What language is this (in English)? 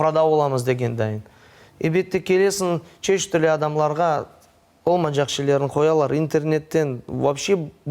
Crimean Tatar